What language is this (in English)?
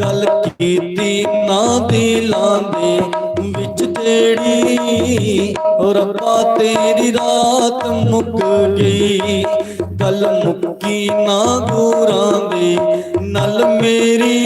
Dogri